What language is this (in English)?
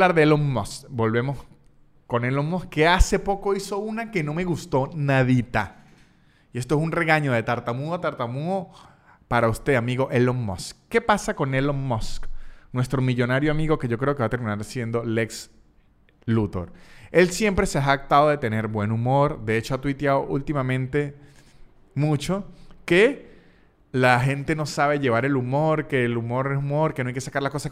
Spanish